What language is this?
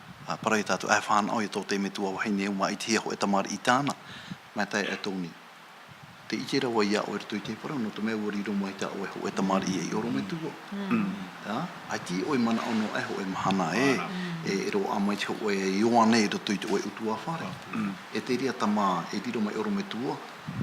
Tahitian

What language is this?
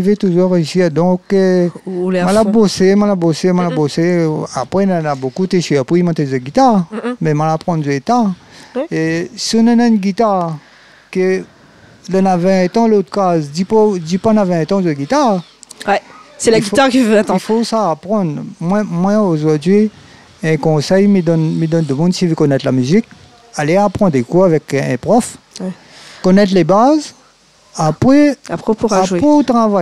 Réunion Creole French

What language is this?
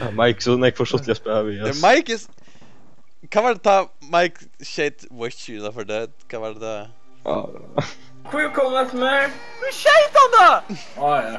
Faroese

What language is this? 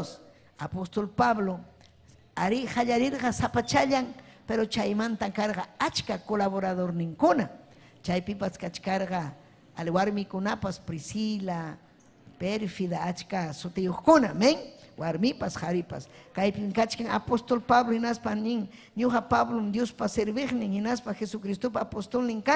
Ayacucho Quechua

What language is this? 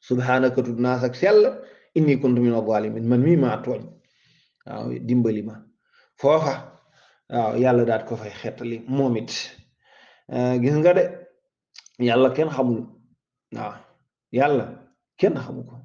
Wolof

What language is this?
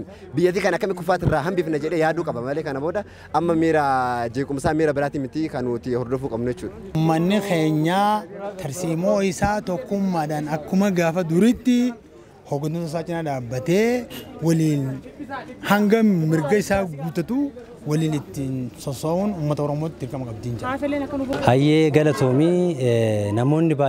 Oromo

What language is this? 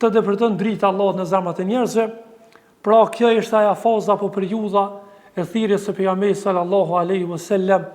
Albanian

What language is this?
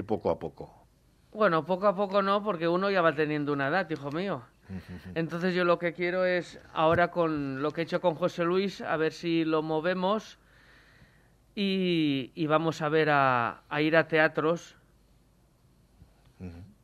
Spanish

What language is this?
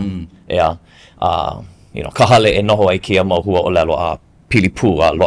Hawaiian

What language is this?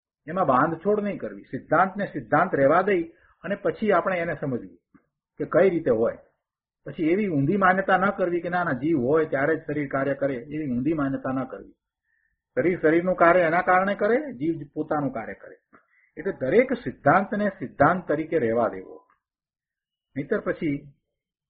Gujarati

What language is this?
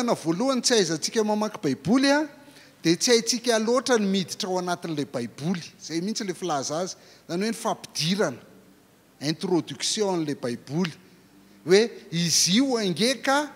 Malagasy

